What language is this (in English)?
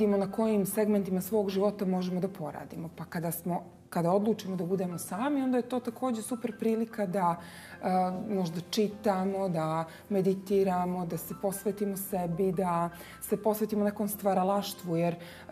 Bosnian